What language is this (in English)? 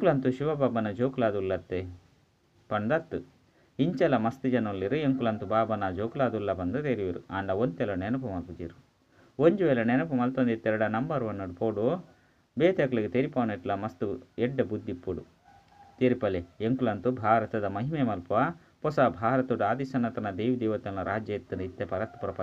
Tulu